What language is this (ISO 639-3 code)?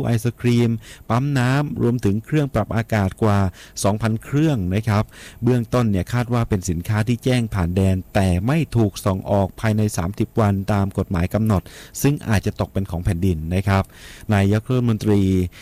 tha